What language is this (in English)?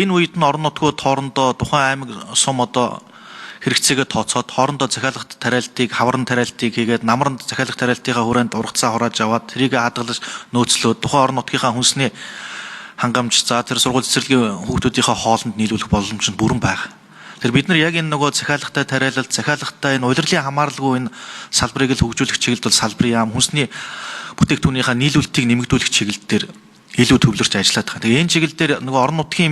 Mongolian